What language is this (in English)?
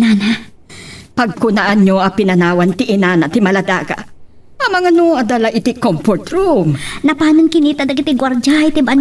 Iloko